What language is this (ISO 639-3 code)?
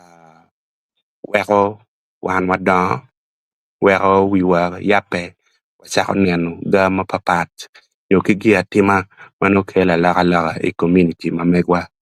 ach